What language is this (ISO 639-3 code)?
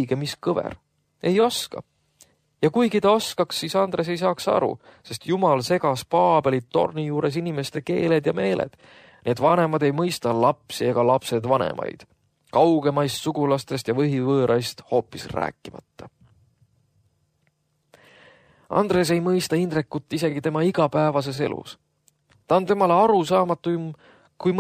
est